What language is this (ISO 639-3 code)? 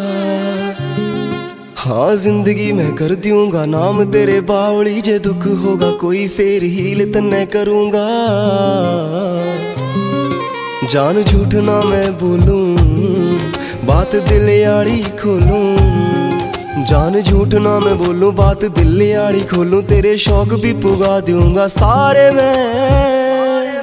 hin